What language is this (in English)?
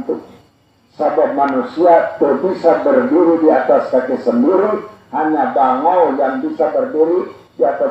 Sundanese